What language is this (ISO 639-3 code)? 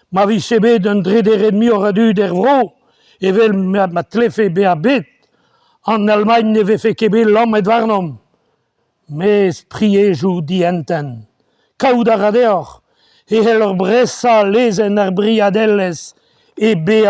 bre